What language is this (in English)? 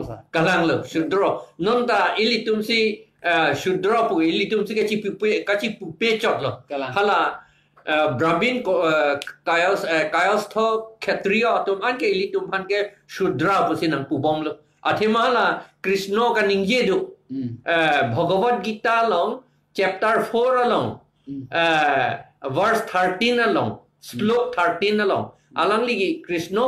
Karbi